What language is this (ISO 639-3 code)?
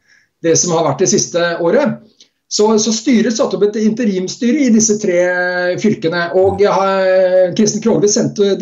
nor